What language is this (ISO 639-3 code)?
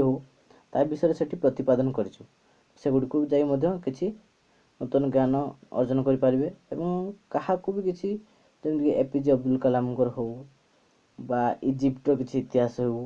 ori